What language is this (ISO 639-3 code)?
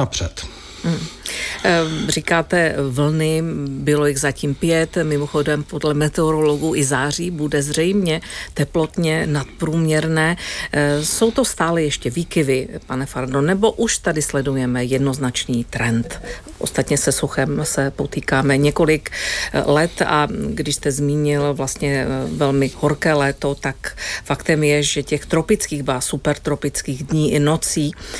ces